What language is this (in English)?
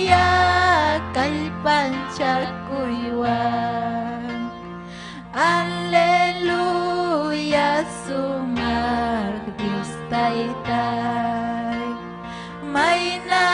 Ayacucho Quechua